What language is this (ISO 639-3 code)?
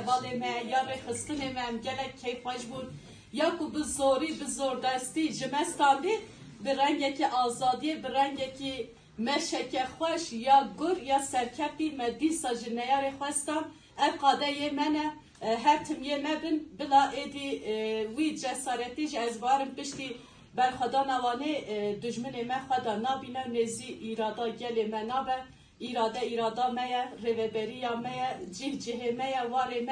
kur